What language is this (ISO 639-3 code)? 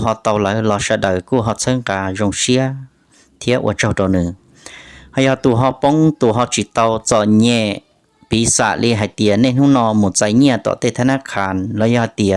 hmn